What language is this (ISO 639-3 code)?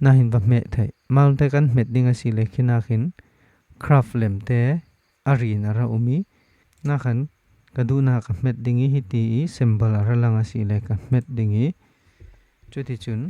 cfm